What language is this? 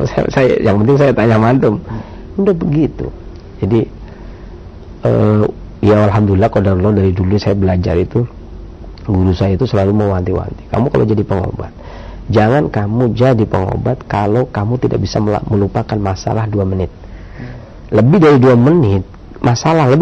Indonesian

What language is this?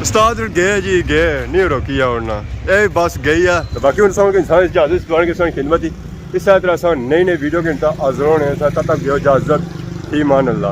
Pahari-Potwari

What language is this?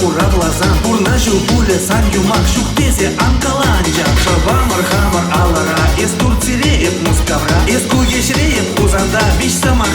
Chuvash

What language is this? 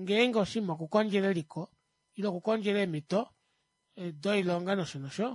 Kuanyama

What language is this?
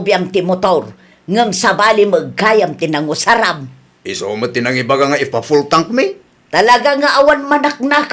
Iloko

